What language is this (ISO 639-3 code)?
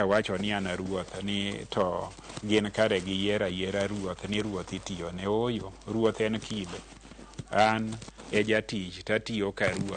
luo